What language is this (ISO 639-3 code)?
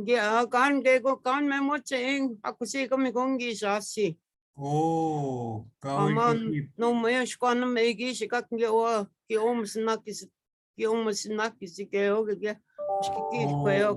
ciw